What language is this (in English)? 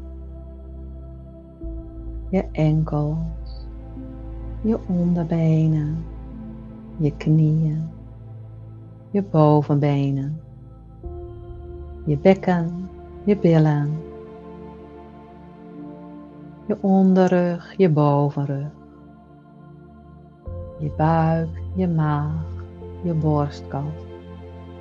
Dutch